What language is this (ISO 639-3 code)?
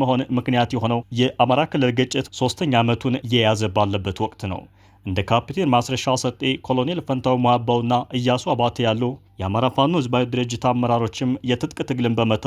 amh